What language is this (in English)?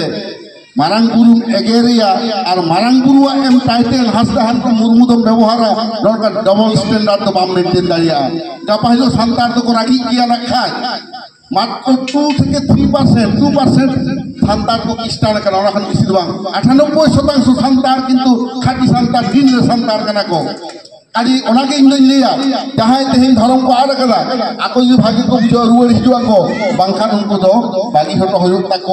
Santali